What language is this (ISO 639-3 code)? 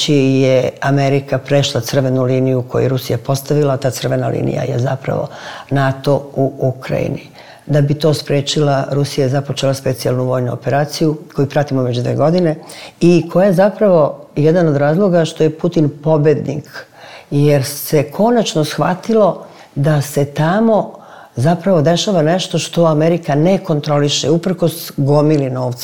srp